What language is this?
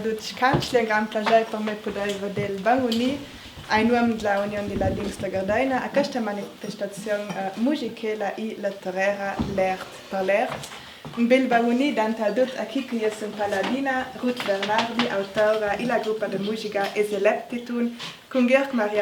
Ladin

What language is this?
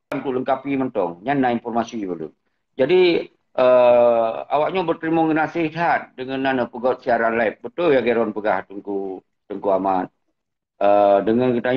Achinese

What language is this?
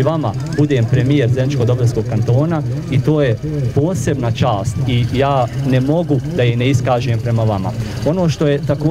Bosnian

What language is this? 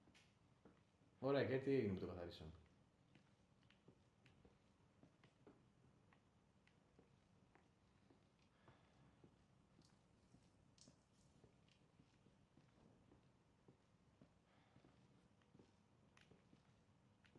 Greek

